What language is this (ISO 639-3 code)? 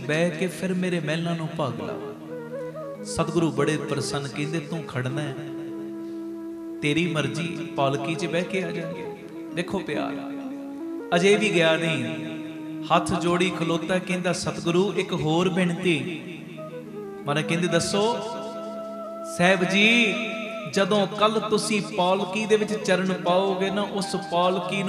pan